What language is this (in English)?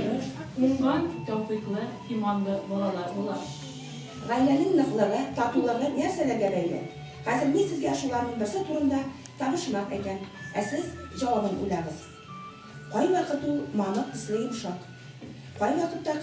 Tatar